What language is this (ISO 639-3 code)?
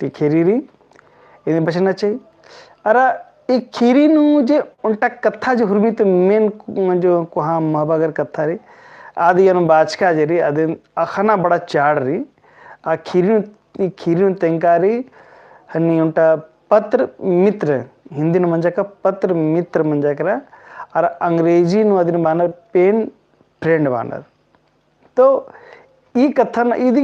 kru